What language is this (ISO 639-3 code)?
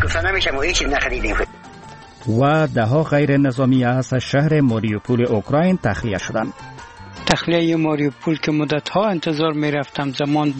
fas